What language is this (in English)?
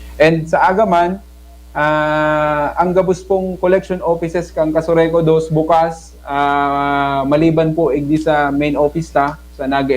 Bikol